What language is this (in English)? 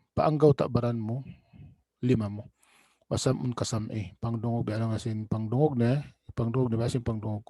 Tausug